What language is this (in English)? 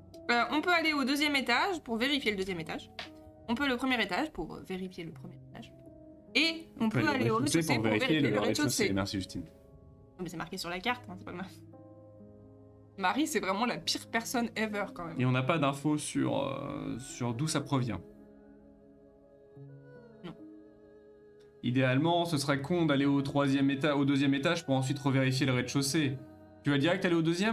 French